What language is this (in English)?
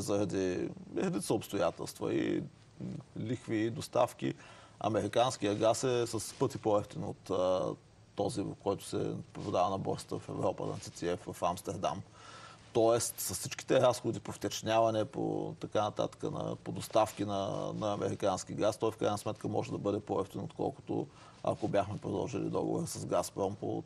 Bulgarian